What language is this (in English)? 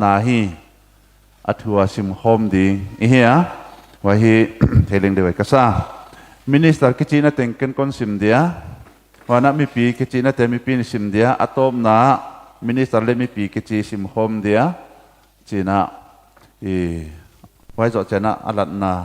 Paite Chin